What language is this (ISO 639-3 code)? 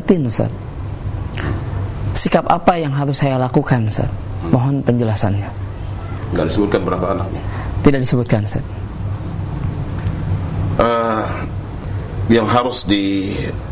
ind